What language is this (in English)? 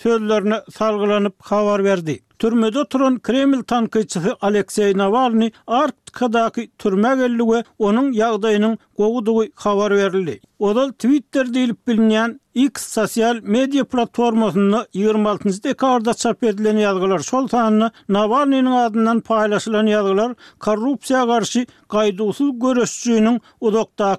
Turkmen